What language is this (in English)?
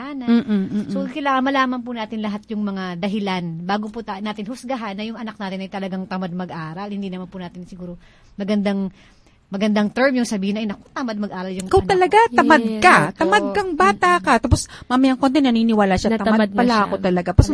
Filipino